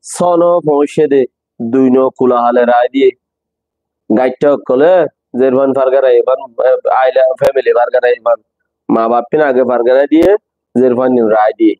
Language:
Rohingya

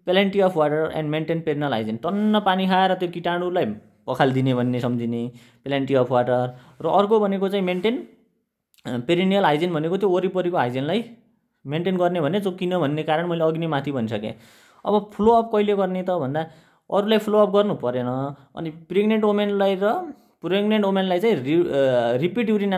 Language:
Nepali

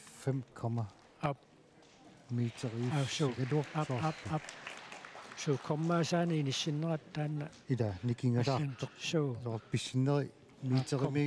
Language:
Kalaallisut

